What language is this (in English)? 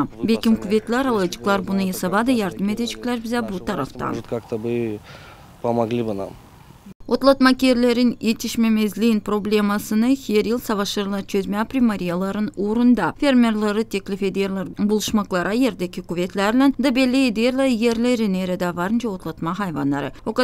Gagauz